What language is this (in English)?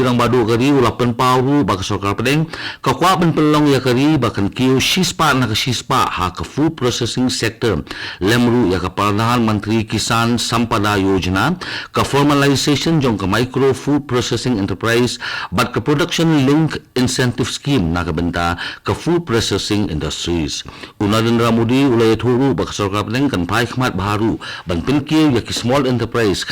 Khasi